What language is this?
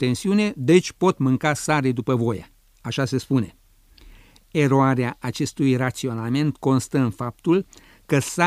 Romanian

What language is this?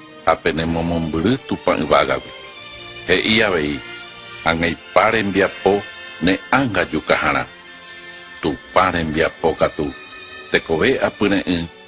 Guarani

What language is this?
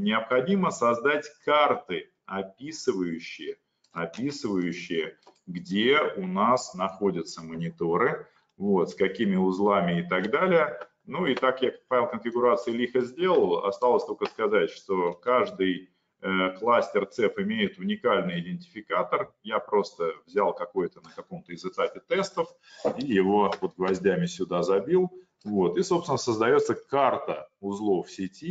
Russian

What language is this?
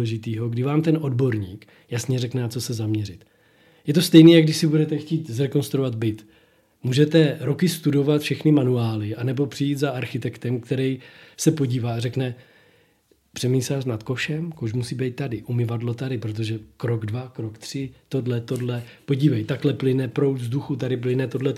Czech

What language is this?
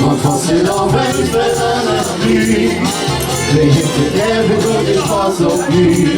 Limburgish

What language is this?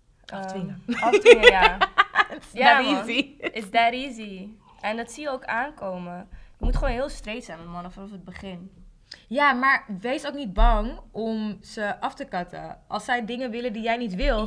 Dutch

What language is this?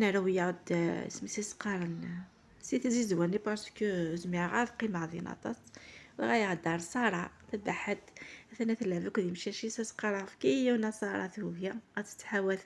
Kabyle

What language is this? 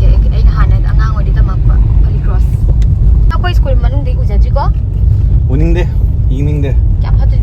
Manipuri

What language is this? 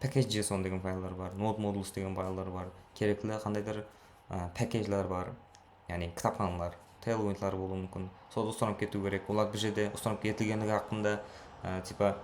Kara-Kalpak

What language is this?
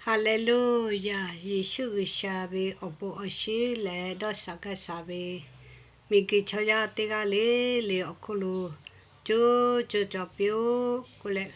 Lahu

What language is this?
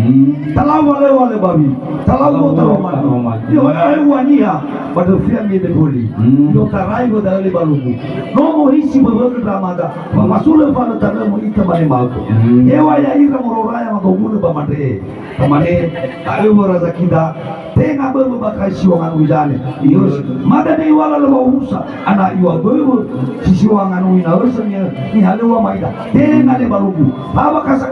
Nias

